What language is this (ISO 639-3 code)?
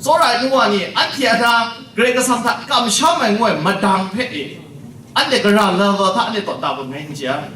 kac